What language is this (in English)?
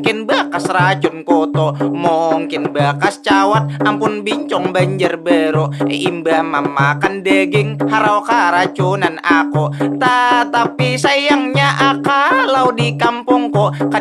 Banjar